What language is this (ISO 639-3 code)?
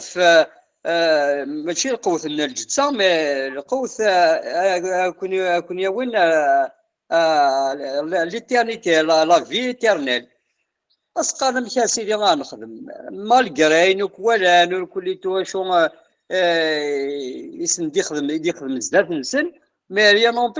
kab